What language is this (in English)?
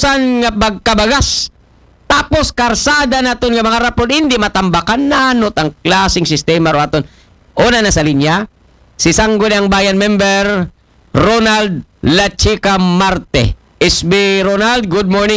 Aklanon